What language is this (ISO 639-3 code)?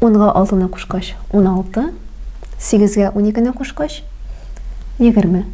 tat